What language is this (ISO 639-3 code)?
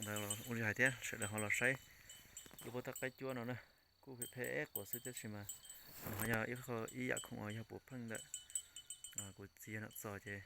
hmn